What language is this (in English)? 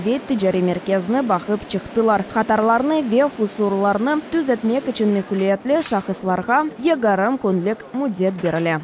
Crimean Tatar